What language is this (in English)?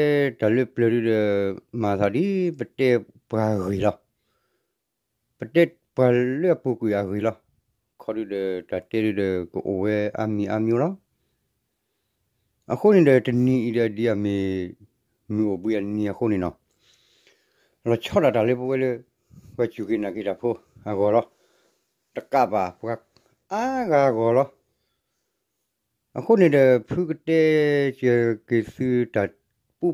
S'gaw Karen